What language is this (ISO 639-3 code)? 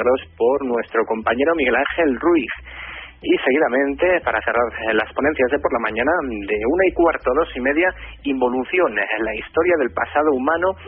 spa